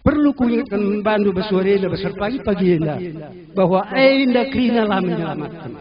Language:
Batak Karo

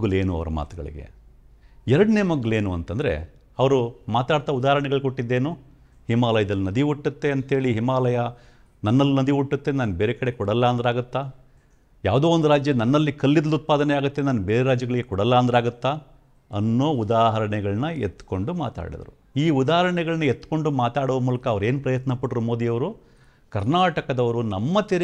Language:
Kannada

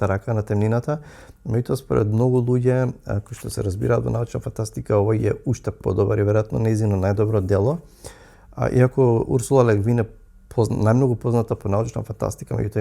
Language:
Macedonian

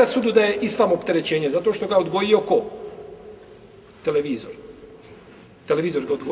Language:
Bosnian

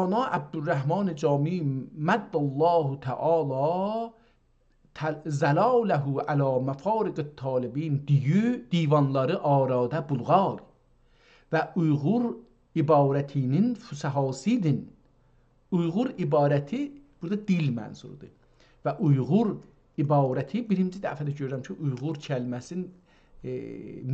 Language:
South Azerbaijani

